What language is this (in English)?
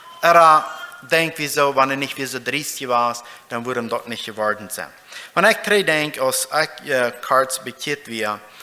Plautdietsch